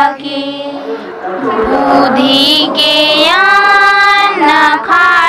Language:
Santali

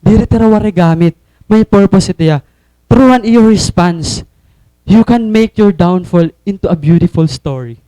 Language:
Waray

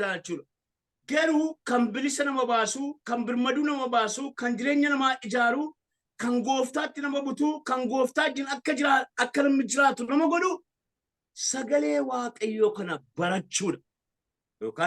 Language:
Oromo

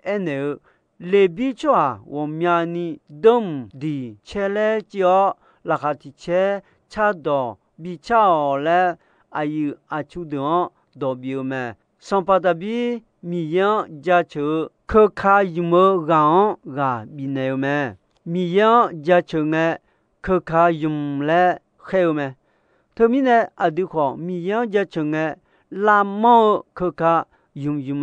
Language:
Akha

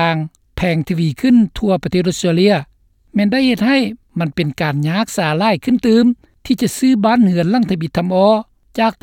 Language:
Lao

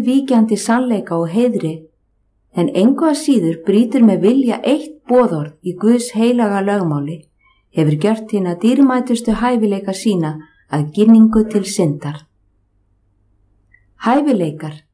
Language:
Icelandic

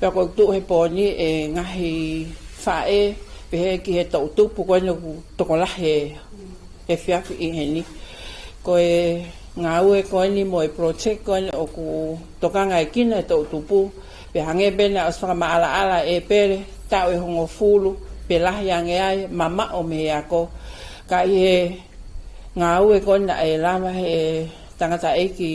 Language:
Tongan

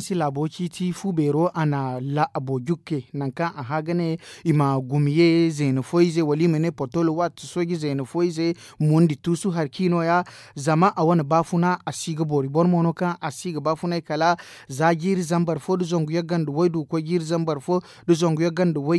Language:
Zarma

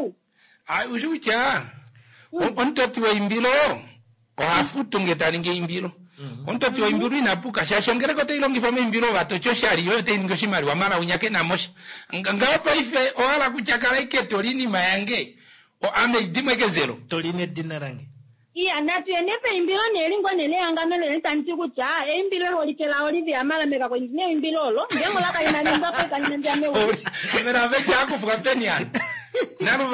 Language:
Kuanyama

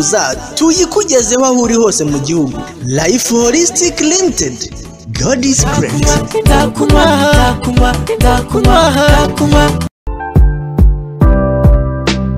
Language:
Kinyarwanda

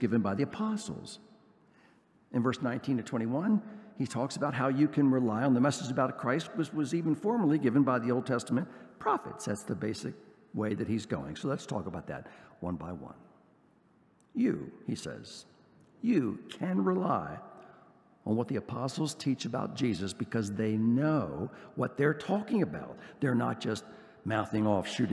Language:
English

